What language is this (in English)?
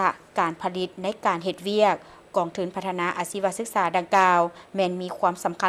Lao